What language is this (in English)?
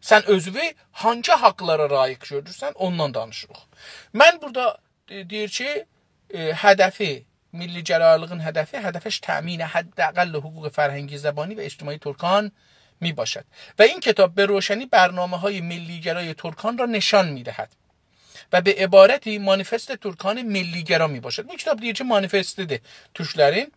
South Azerbaijani